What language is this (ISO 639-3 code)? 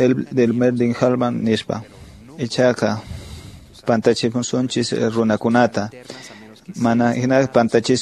que